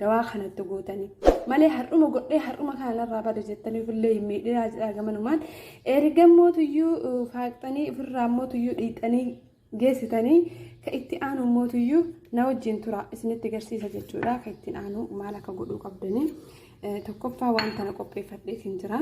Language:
Oromo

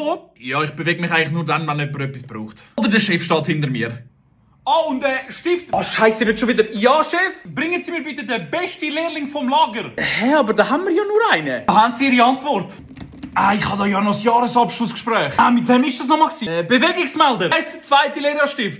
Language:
Swiss German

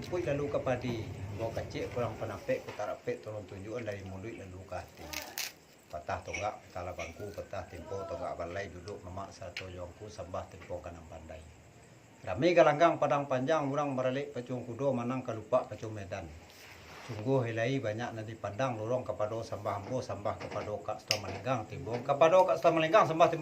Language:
Minangkabau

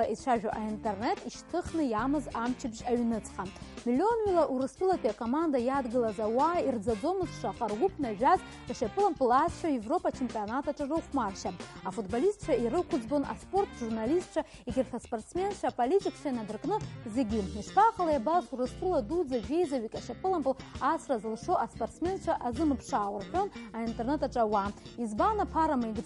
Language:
Abkhazian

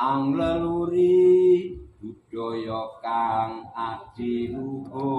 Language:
Javanese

